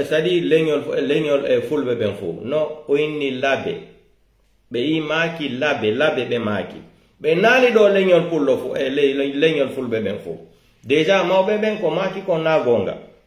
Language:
Pular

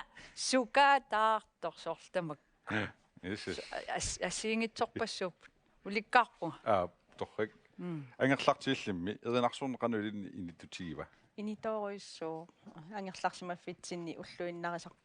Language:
Kalaallisut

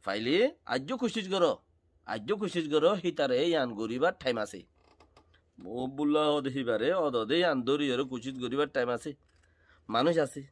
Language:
Rohingya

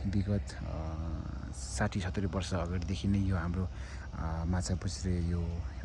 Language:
Nepali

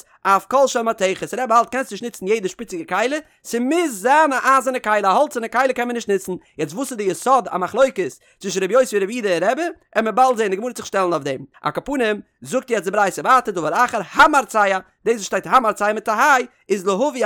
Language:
Yiddish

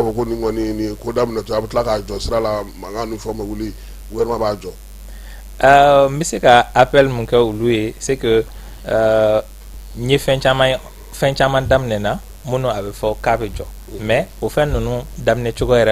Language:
Bambara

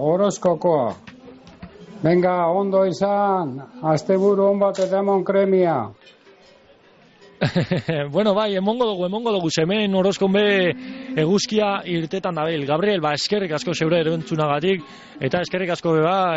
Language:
Basque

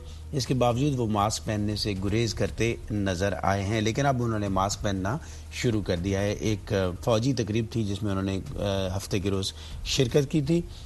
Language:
Urdu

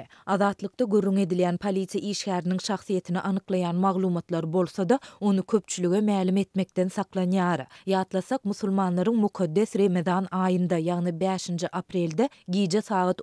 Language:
Turkmen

